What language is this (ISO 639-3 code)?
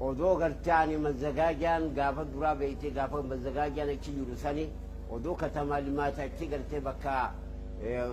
orm